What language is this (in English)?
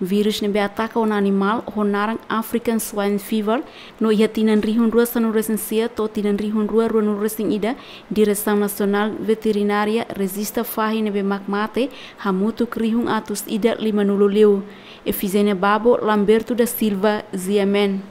Tetum